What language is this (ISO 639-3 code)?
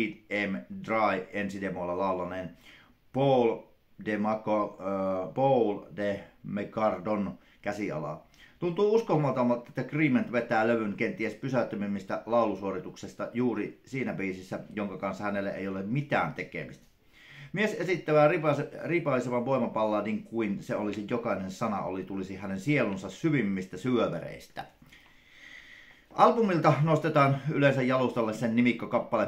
fin